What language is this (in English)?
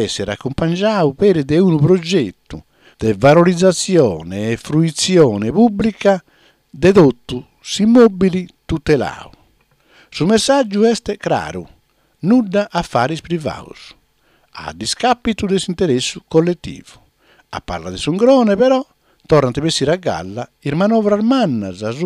Sardinian